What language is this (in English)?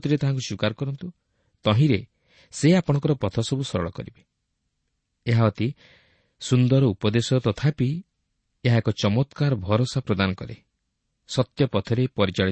Odia